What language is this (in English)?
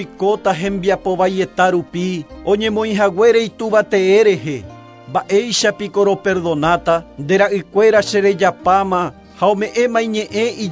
Guarani